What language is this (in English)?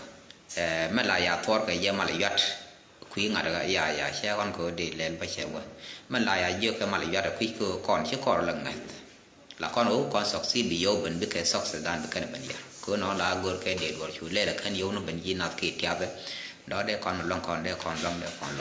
Nuer